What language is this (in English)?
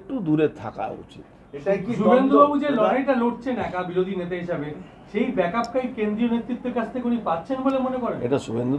Bangla